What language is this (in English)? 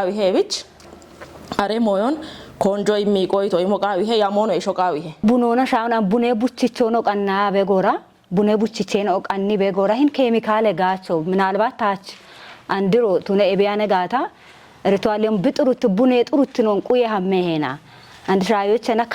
Kafa